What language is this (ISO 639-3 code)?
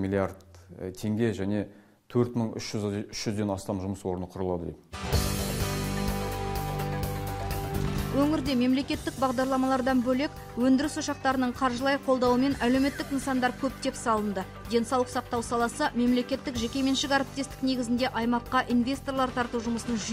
kaz